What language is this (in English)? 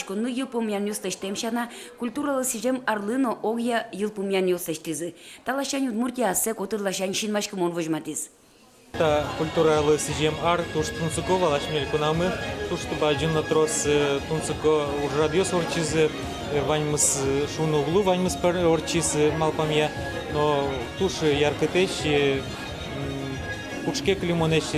Udmurt